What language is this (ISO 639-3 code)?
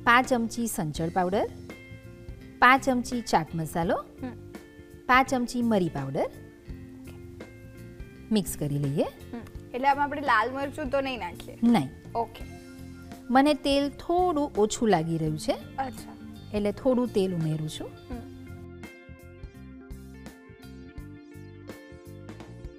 guj